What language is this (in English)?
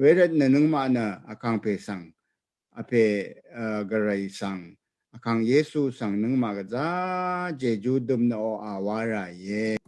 Rawang